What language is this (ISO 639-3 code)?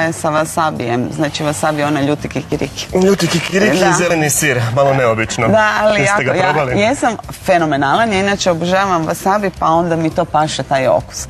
hrv